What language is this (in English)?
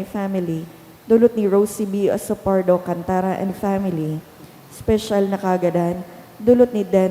Bikol